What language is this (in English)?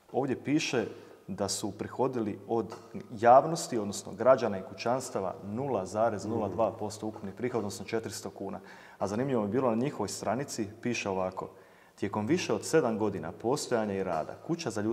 Croatian